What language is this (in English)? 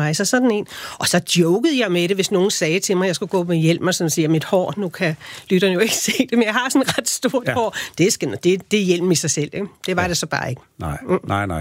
Danish